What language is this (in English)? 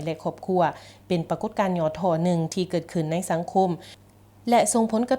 Lao